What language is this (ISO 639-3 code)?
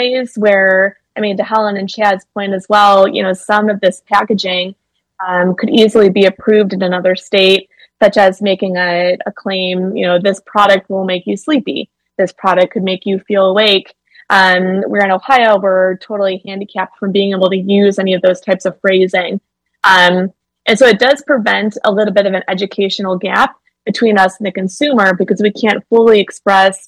eng